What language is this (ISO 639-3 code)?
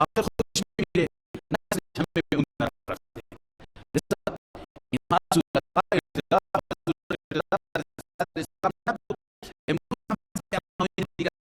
fas